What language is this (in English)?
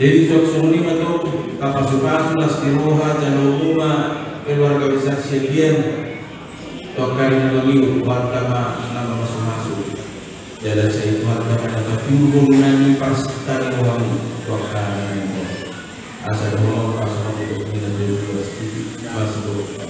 Batak Toba